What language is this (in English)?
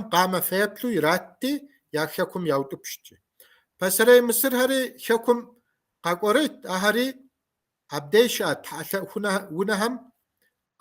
Kabardian